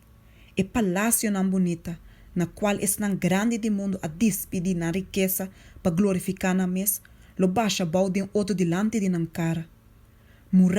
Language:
Papiamento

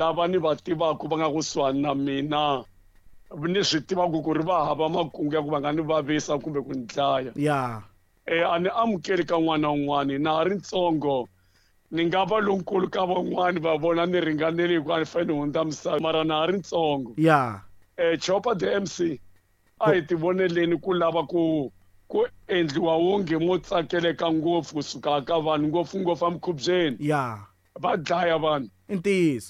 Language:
Tsonga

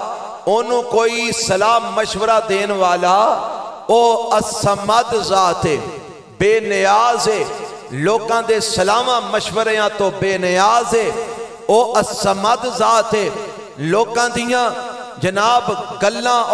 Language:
Western Panjabi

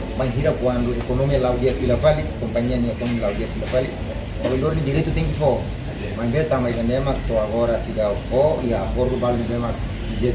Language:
Tetum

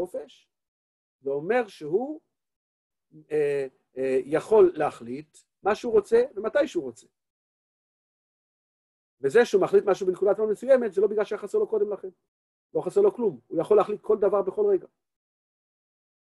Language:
Hebrew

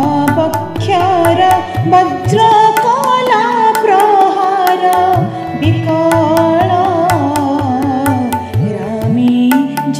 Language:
Odia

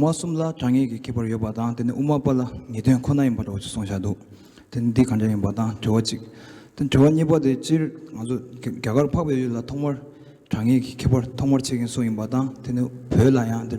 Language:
Tibetan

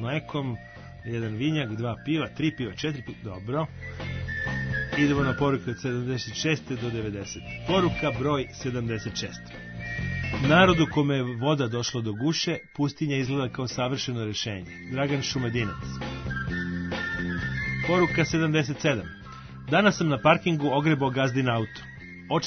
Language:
Serbian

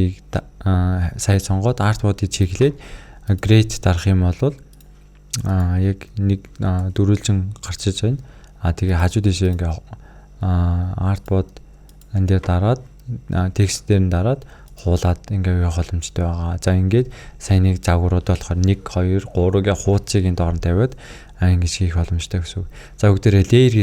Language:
Mongolian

